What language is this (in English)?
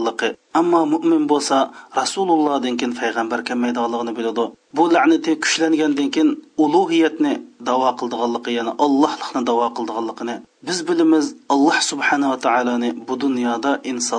Uyghur